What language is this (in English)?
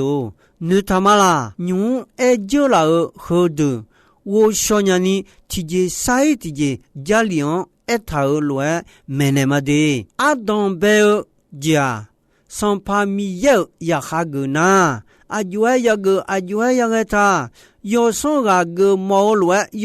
Akha